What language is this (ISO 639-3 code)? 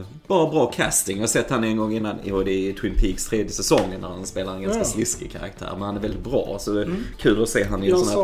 swe